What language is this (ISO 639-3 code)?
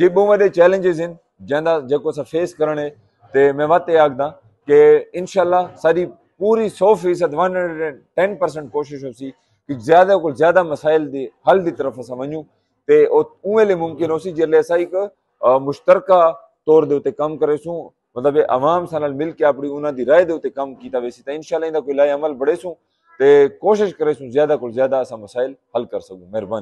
skr